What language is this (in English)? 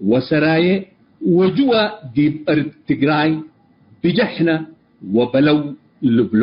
Tigre